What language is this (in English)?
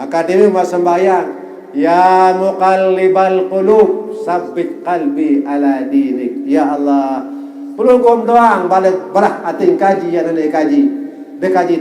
Sasak